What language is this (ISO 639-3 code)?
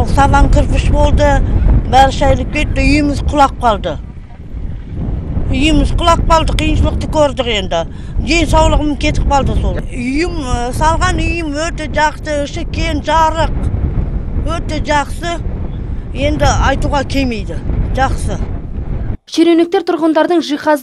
kaz